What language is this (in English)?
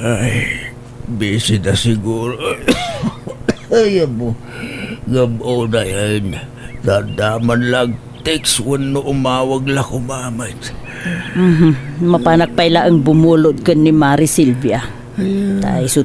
Iloko